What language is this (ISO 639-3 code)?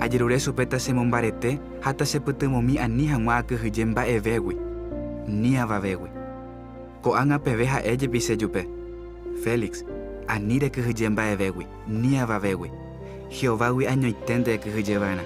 grn